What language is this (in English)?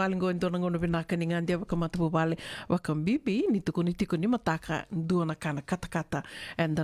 Fijian